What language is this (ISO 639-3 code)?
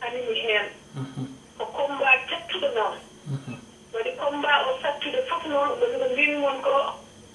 ful